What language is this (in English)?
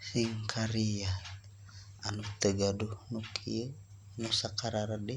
Sundanese